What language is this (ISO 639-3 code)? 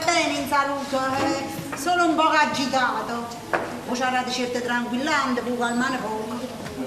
nap